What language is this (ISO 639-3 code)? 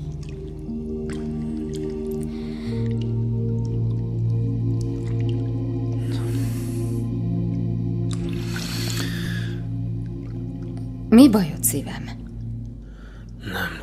hun